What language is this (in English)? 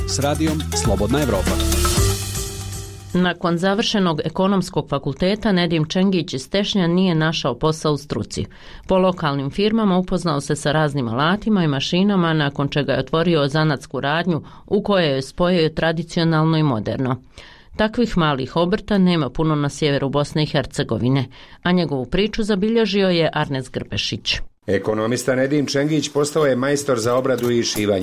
Bosnian